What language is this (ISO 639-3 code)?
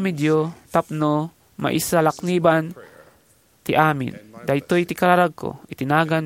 ilo